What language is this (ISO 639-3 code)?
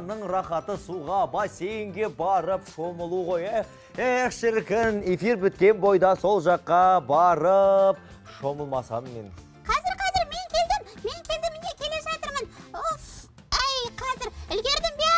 kaz